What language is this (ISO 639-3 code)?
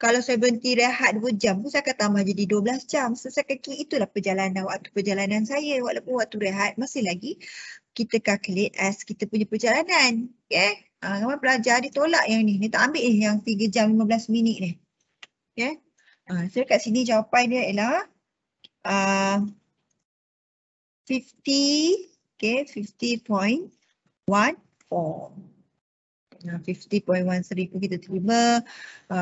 msa